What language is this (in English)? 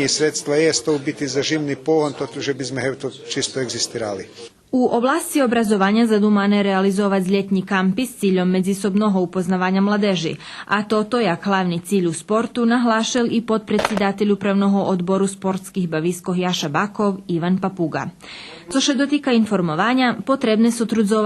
Rusyn